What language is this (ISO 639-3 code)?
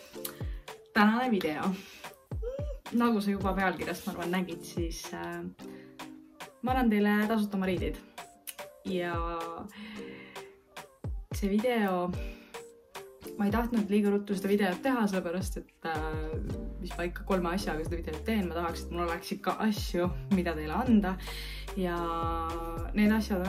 est